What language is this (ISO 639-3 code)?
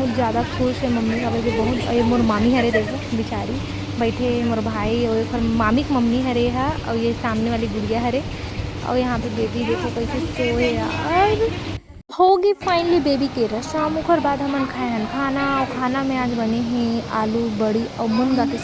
hne